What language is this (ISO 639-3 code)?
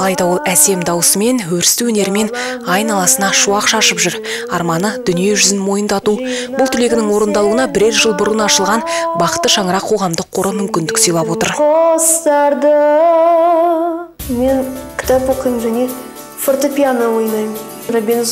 kaz